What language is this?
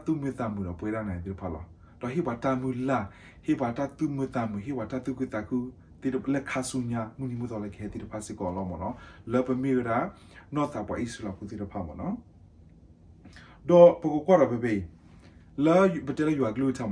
S'gaw Karen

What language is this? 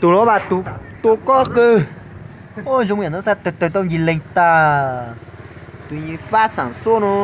Hmong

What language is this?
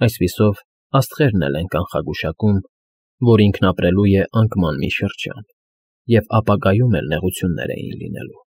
Armenian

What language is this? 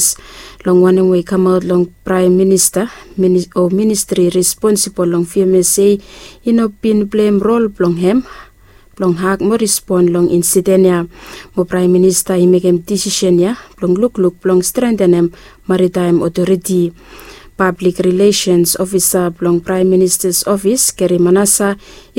Bislama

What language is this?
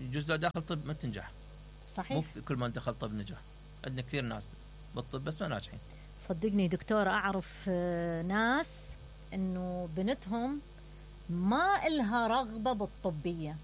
Mesopotamian Arabic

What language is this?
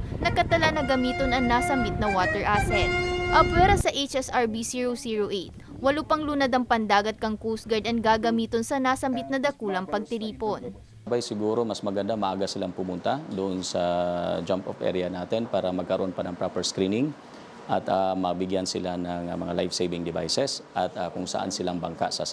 Bikol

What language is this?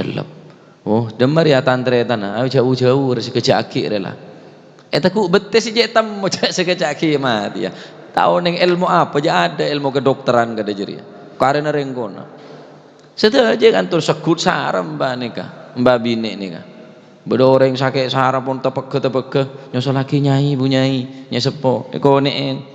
Madurese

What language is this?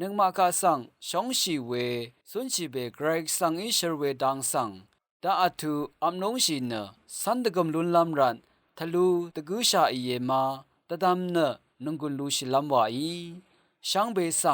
Rawang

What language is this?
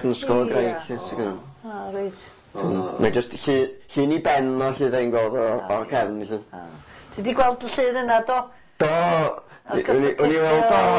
Welsh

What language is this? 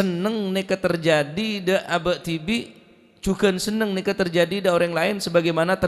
Madurese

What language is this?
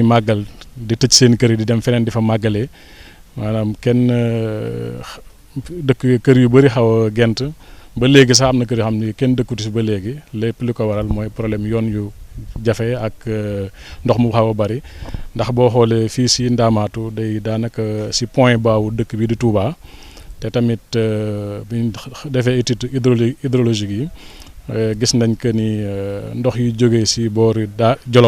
Wolof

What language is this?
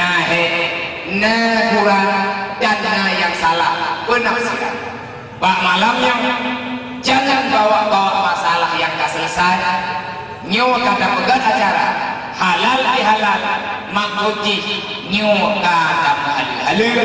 Achinese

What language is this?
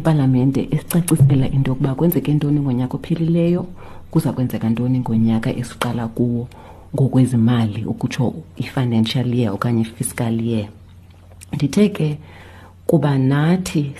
Xhosa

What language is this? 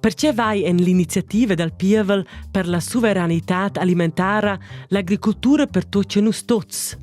Romansh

